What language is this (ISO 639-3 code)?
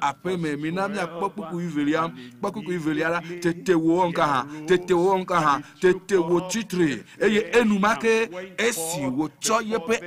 ewe